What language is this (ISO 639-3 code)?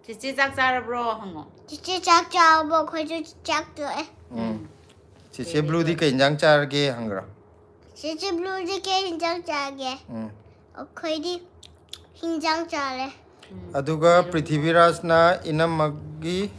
mni